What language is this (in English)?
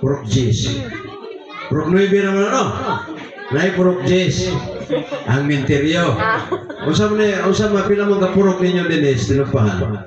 Cebuano